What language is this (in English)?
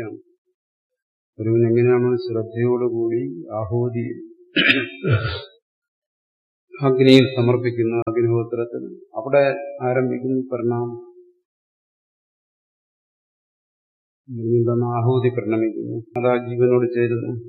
Malayalam